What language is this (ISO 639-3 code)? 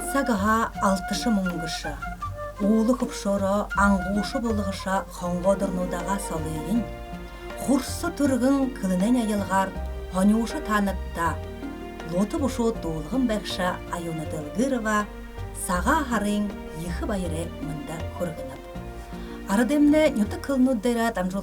bua